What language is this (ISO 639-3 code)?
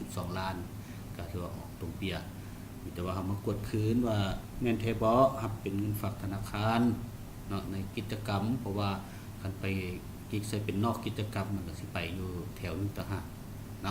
lao